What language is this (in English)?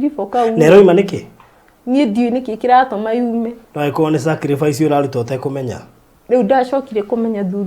Kikuyu